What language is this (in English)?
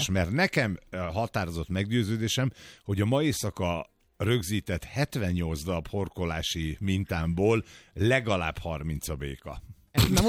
Hungarian